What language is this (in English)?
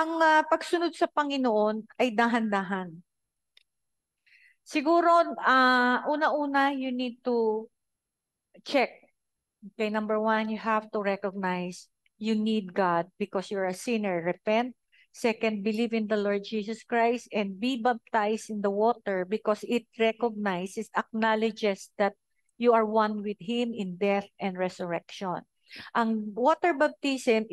Filipino